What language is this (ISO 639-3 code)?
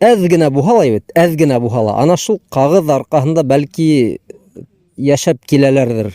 bak